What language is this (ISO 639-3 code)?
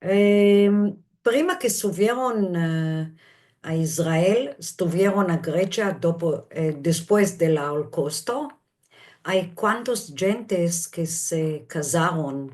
lad